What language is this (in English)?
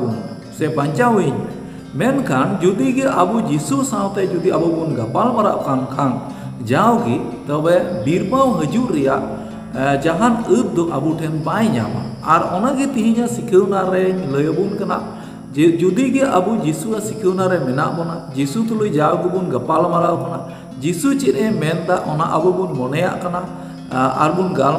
Santali